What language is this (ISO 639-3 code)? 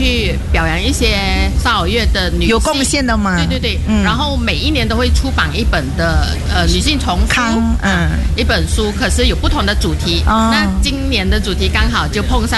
zho